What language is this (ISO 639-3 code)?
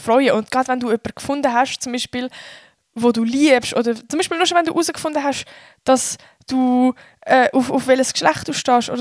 gsw